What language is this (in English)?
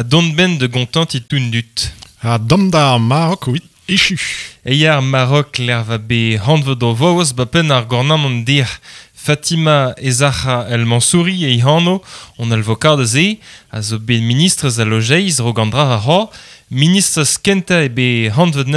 Breton